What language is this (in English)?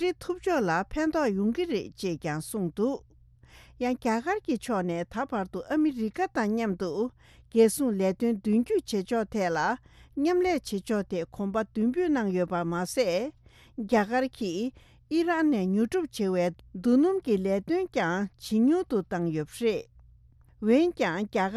Tibetan